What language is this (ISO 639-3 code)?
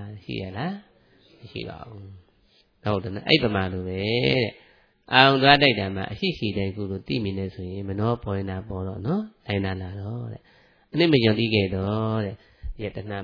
mya